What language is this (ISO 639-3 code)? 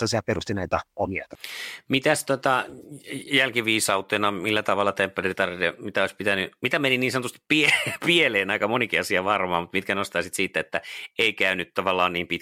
fin